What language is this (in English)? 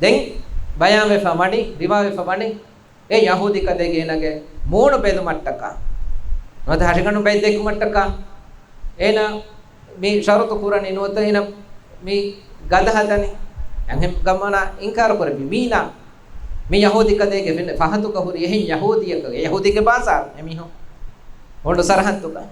Divehi